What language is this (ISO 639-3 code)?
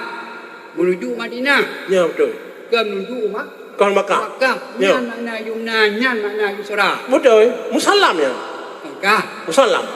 ace